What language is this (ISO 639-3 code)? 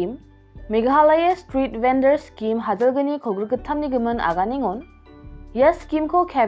grt